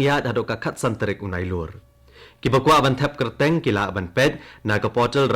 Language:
Khasi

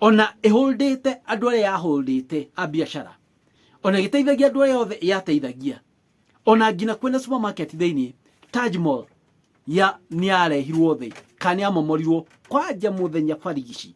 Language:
Kikuyu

